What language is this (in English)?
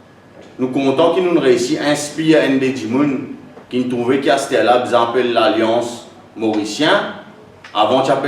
Morisyen